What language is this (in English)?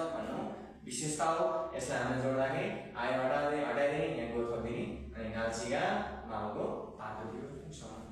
Nepali